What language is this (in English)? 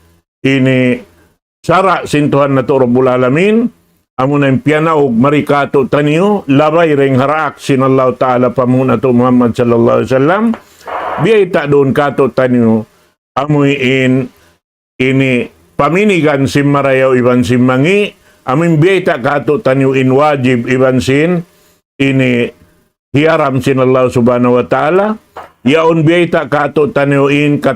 Tausug